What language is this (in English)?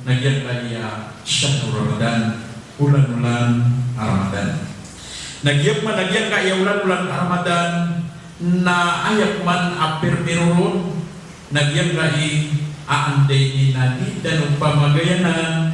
Maranao